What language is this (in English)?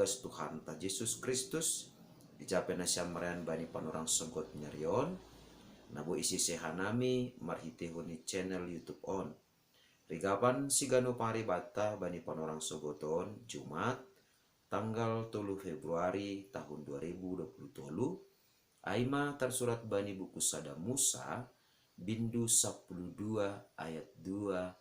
Batak Simalungun